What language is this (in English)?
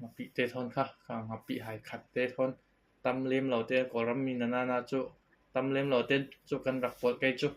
Falam Chin